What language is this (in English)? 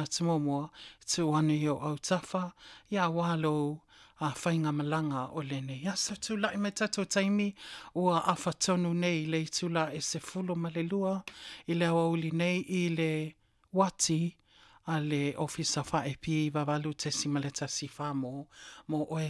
Samoan